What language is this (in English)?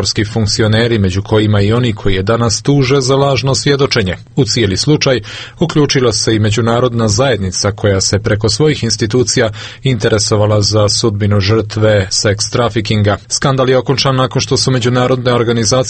Serbian